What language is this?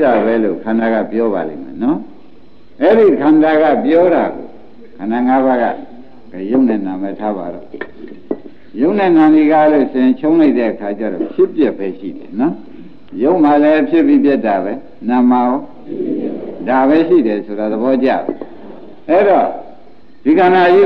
Burmese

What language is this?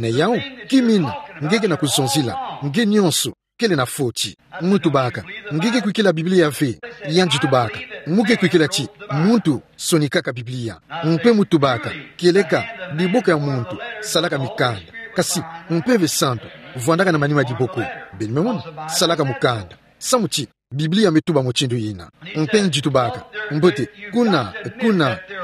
Kituba (Democratic Republic of Congo)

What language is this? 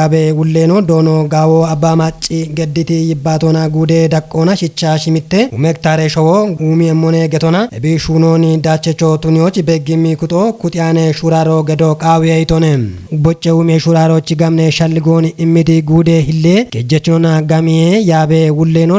Kafa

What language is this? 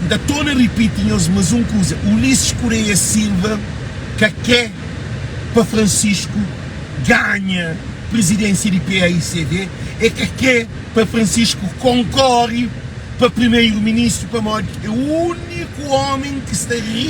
Kabuverdianu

